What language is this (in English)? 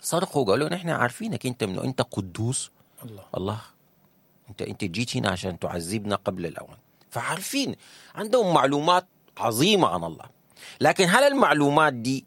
Sudanese Arabic